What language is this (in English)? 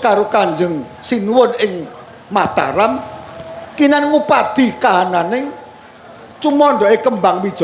Javanese